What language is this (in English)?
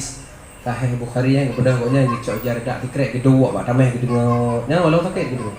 Achinese